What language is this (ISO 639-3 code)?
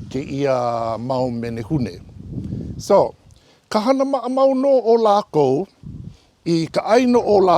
haw